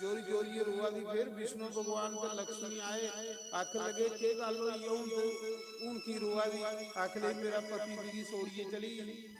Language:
Dogri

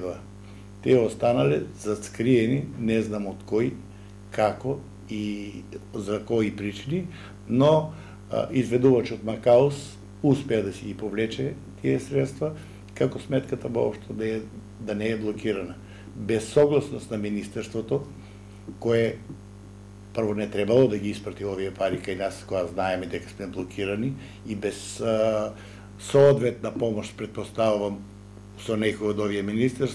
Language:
Macedonian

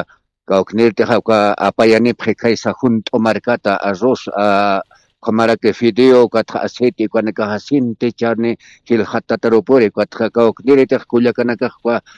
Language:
Aymara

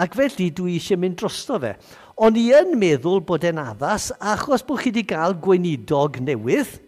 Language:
Welsh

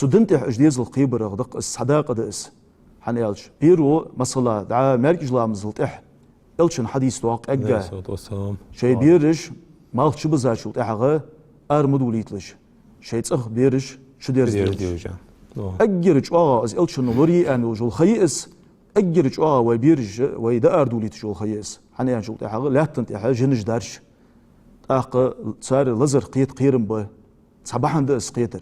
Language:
Ingush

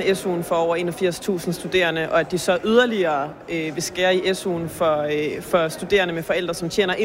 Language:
Danish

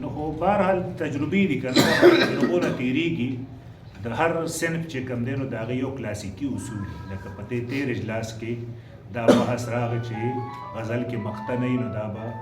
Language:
Pashto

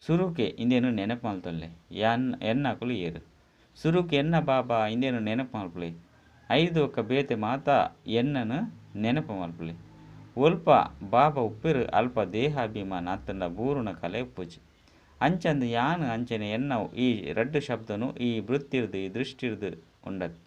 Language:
Tulu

